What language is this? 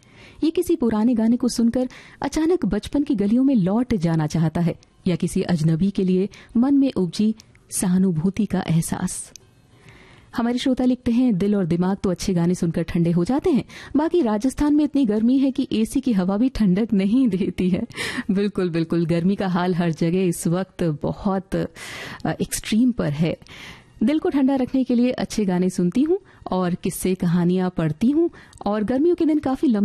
Hindi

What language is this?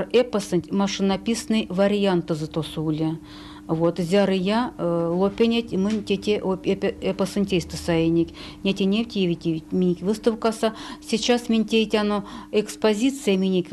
Erzya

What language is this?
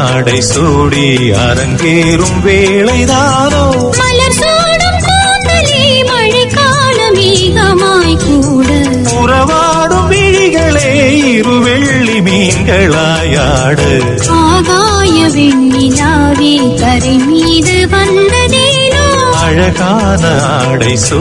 Tamil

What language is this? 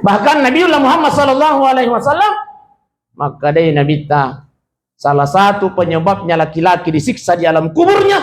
Buginese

